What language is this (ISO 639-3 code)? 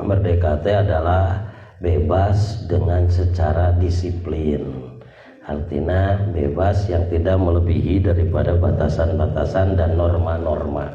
sun